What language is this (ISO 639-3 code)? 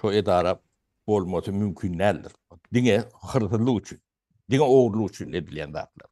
tuk